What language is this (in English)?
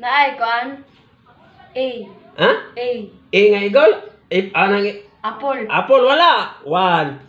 Cebuano